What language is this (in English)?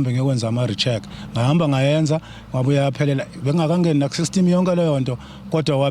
Zulu